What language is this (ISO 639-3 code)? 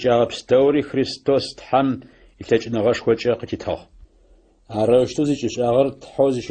ady